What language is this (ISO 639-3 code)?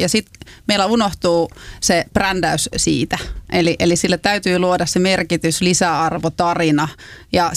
fin